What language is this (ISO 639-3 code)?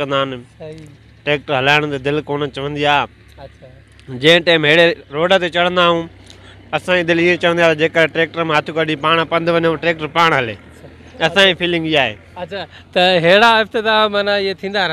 snd